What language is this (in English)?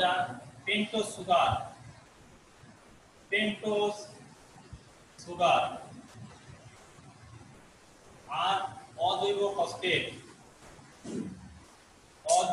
Bangla